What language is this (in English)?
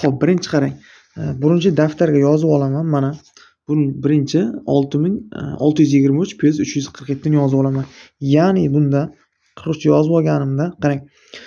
Uzbek